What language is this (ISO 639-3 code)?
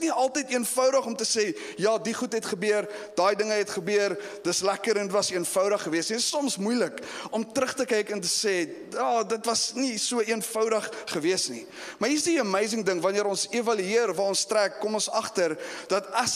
afr